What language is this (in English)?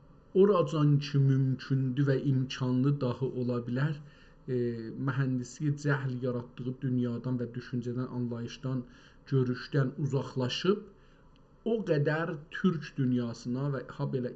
South Azerbaijani